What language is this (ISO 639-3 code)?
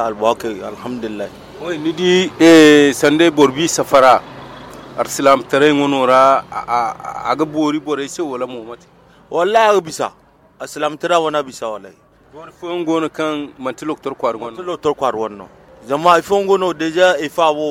dje